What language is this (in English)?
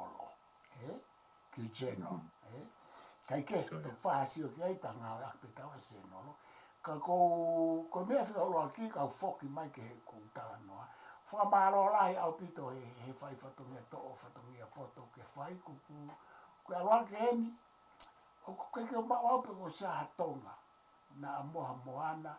Tongan